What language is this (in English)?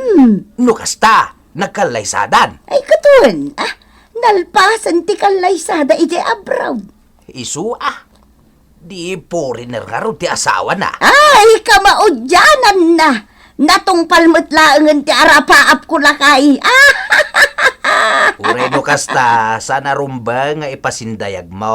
Iloko